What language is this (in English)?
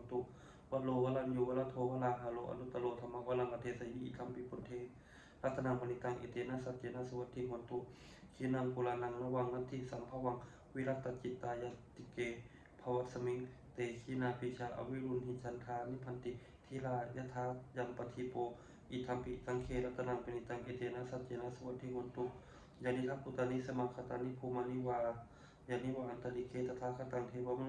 Pali